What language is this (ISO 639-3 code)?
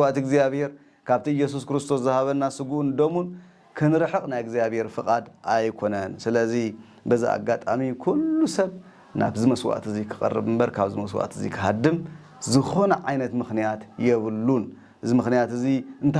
tir